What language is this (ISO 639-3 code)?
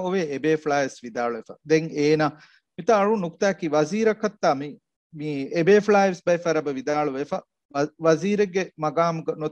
div